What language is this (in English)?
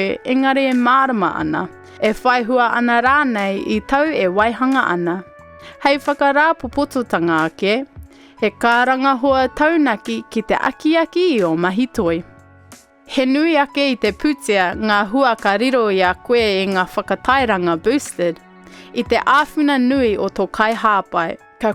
Māori